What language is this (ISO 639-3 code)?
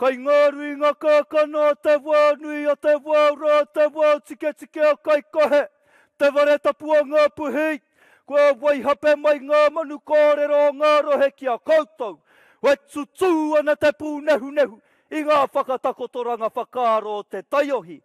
mri